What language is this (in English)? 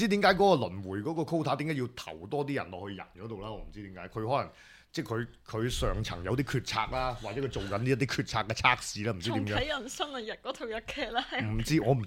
Cantonese